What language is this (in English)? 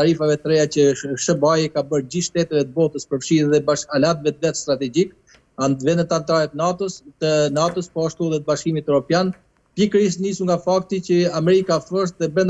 Albanian